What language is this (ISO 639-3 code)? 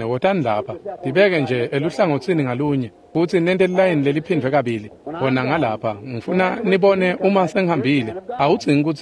ssw